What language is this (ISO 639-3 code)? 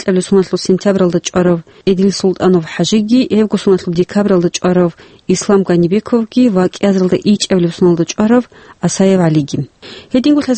ava